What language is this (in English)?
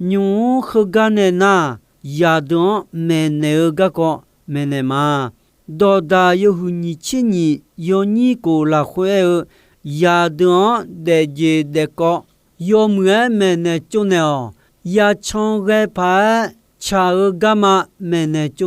Akha